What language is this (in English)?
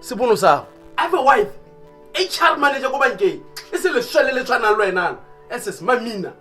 Tswana